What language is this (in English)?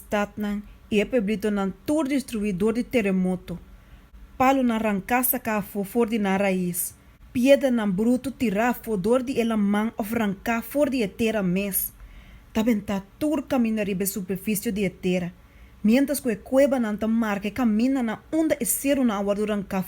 Papiamento